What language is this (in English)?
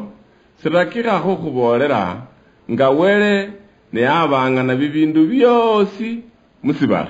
Luyia